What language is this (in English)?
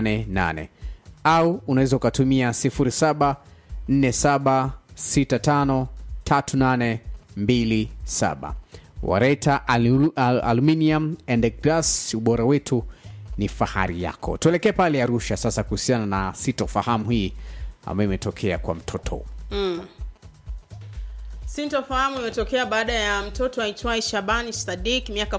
Swahili